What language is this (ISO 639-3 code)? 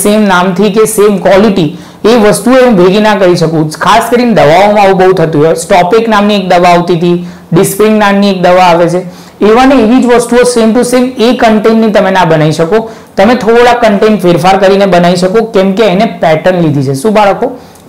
guj